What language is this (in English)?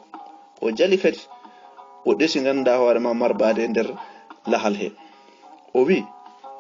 Fula